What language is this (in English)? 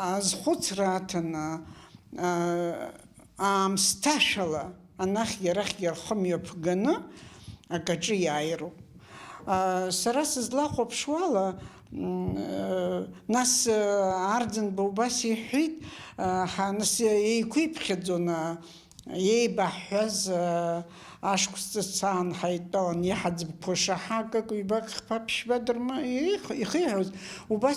Abkhazian